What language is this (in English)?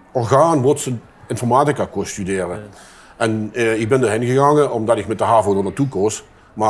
Limburgish